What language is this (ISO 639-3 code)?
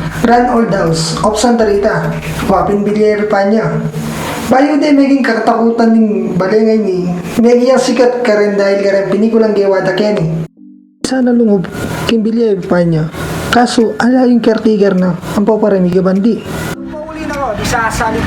pam